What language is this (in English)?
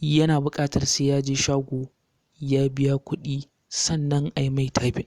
Hausa